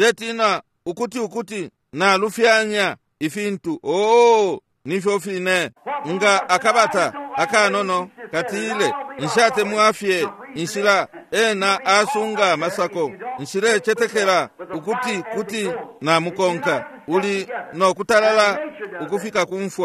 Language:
Bemba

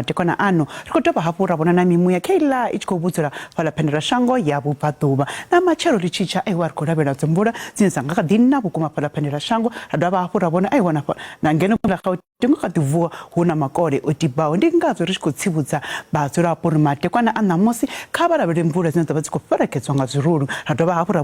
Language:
Venda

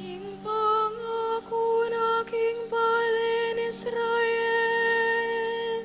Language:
Pampanga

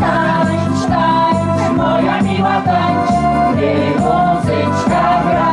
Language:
Rusyn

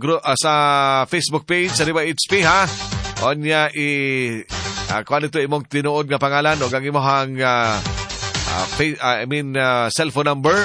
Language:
Cebuano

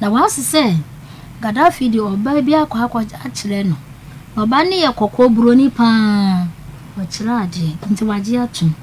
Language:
Akan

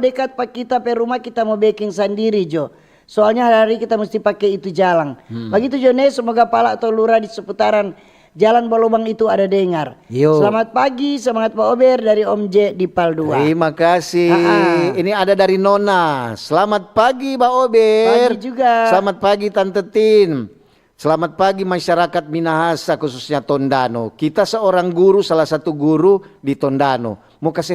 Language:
Manado Malay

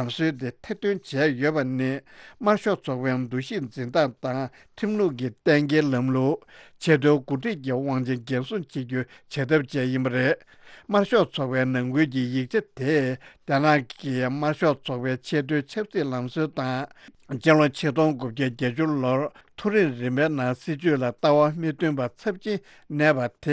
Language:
Tibetan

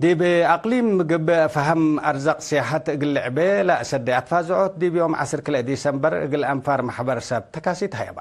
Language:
Tigre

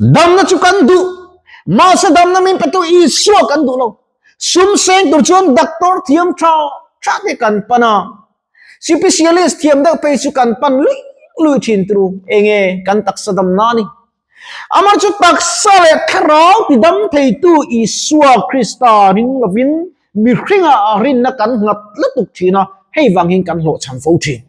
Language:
Mizo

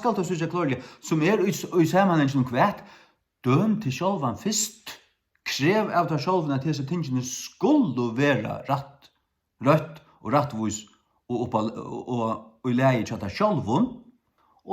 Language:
Faroese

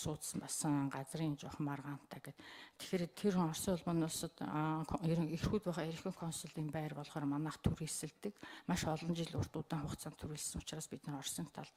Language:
Mongolian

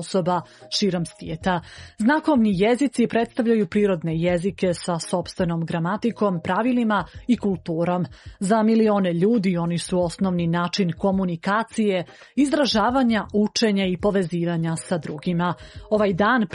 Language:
Serbian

